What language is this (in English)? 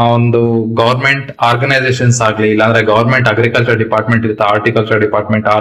Kannada